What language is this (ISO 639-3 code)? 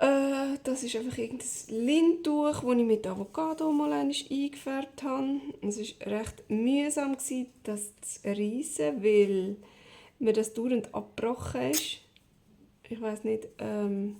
gsw